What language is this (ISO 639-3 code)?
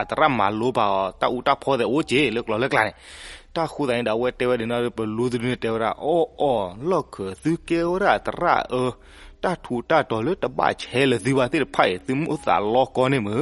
ksw